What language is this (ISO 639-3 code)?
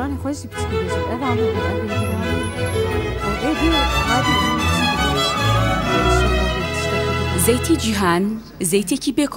kur